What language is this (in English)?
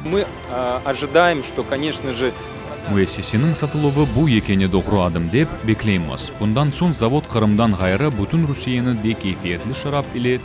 Crimean Tatar